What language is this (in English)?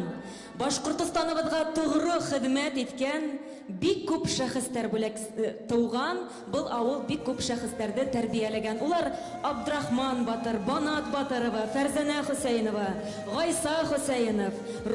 Bashkir